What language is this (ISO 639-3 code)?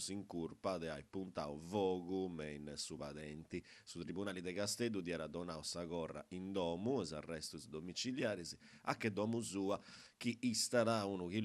srd